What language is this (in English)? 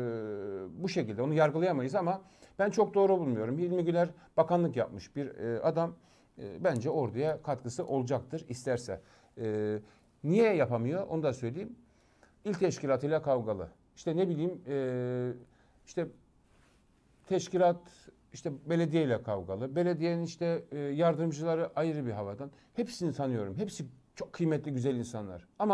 Turkish